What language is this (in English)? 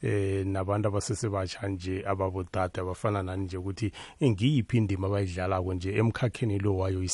South Ndebele